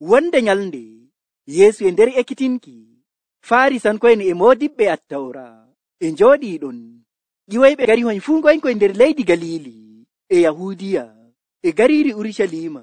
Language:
Nigerian Fulfulde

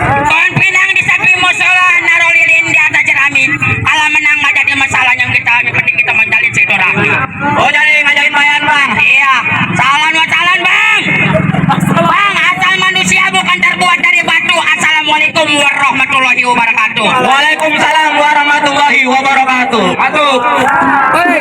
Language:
Betawi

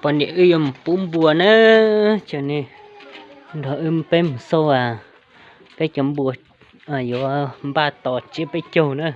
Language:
Hmong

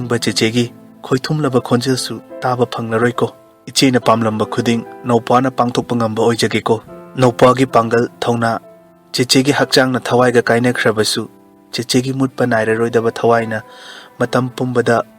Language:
Manipuri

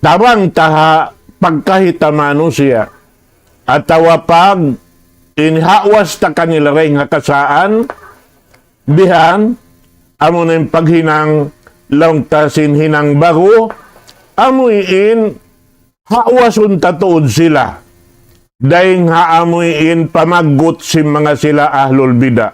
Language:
Tausug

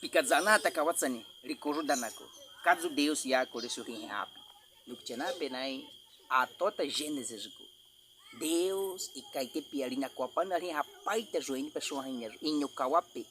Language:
Baniwa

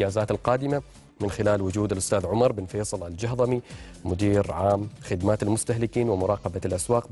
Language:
Arabic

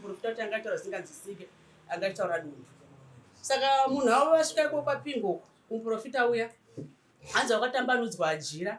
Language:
Shona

